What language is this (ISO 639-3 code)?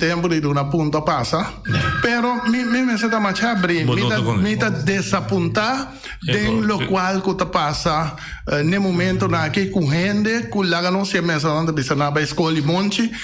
pap